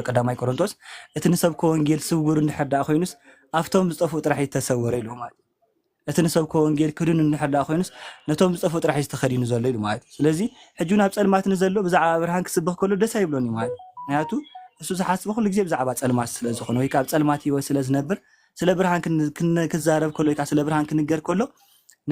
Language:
Tigrinya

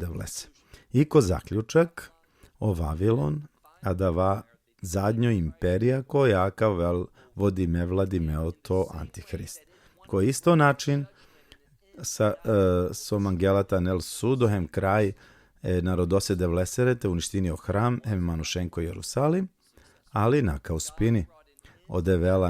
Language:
Balkan Romani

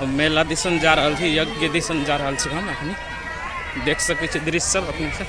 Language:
Maithili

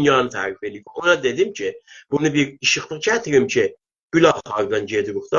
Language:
South Azerbaijani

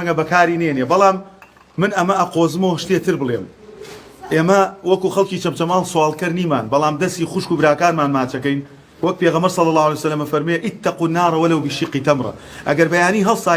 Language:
Central Kurdish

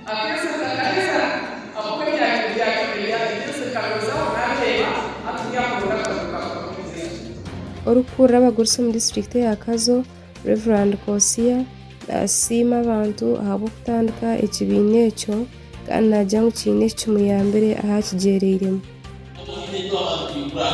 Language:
Nyankole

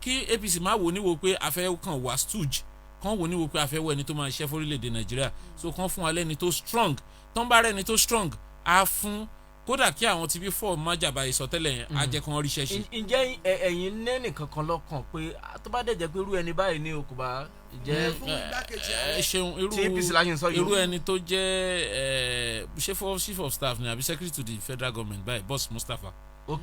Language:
Yoruba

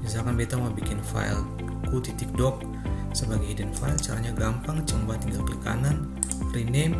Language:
Ambonese Malay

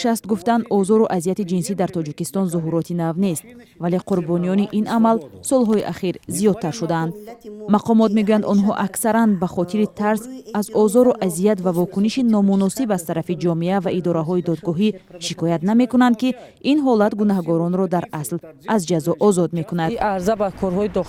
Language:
Tajik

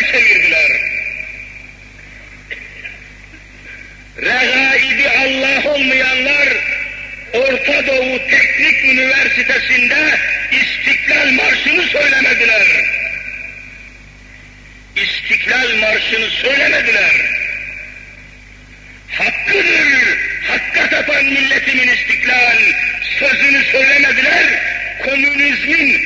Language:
Turkish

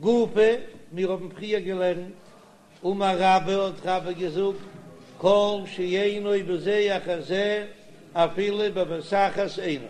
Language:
Yiddish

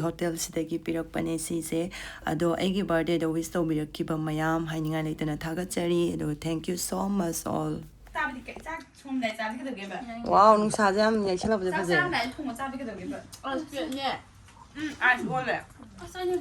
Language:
Manipuri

